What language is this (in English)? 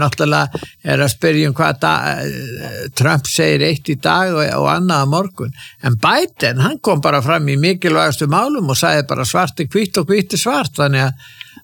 Icelandic